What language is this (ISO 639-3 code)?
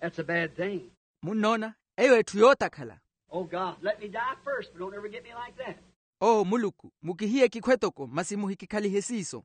vmw